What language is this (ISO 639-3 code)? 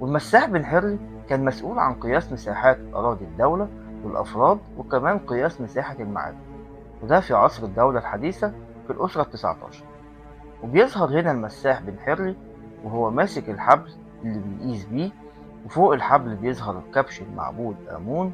arz